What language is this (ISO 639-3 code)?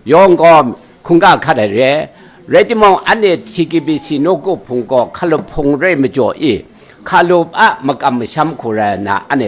kac